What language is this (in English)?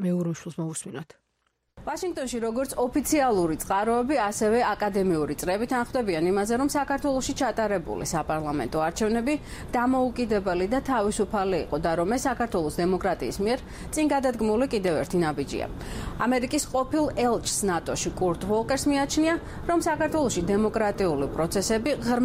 Georgian